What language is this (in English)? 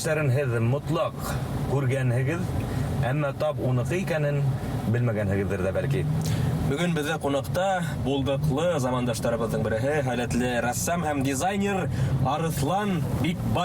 Bashkir